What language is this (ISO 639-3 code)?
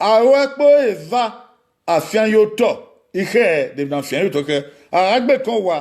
bin